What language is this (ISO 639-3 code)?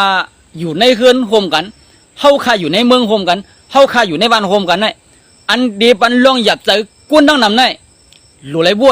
shn